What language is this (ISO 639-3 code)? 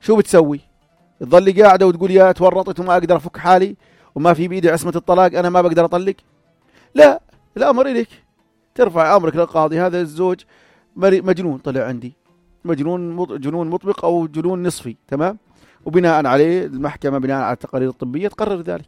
apc